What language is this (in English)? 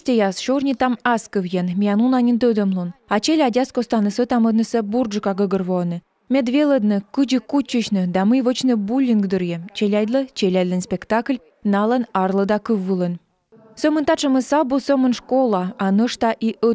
Komi